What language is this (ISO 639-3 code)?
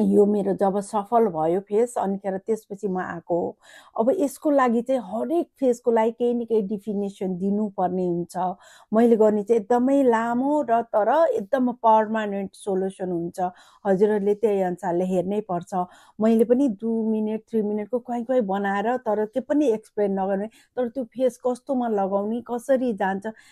nep